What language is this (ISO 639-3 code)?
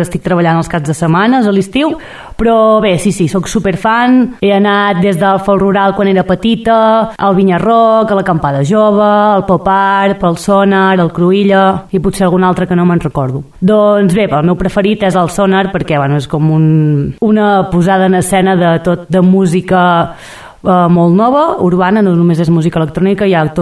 cat